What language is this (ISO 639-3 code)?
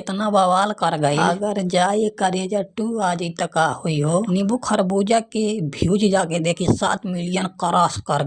bho